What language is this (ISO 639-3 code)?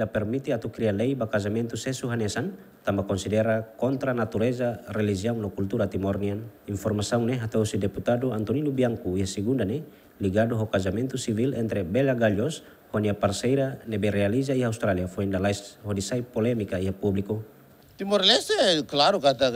tet